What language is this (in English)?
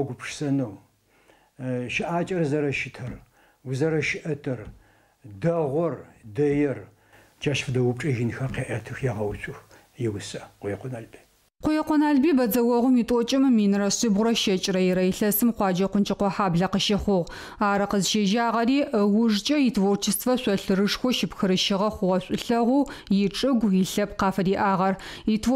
Adyghe